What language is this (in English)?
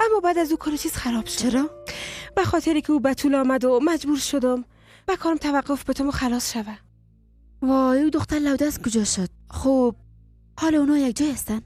Persian